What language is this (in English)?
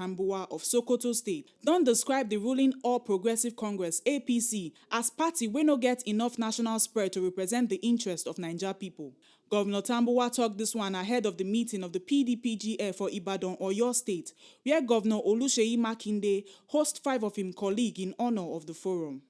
Nigerian Pidgin